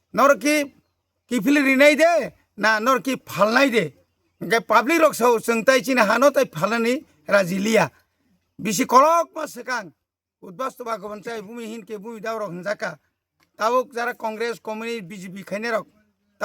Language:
Kok Borok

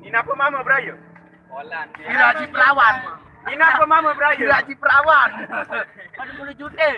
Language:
Sasak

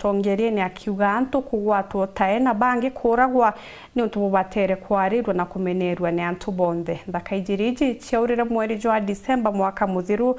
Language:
Meru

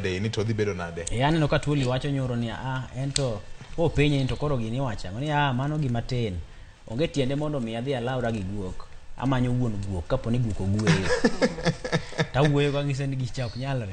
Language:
Luo (Kenya and Tanzania)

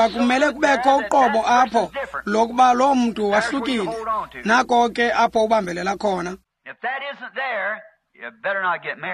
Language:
Xhosa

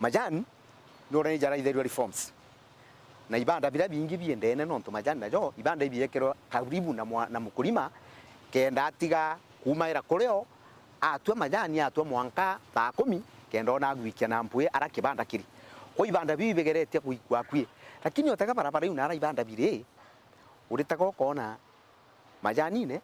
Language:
Meru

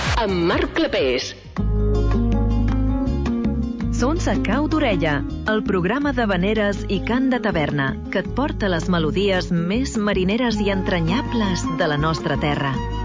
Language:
Catalan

